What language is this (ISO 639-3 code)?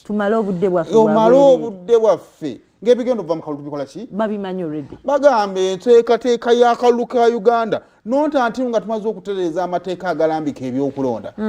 lug